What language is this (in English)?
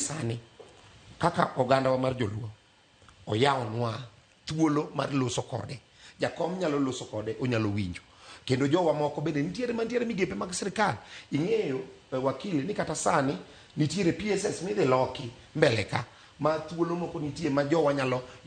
Luo (Kenya and Tanzania)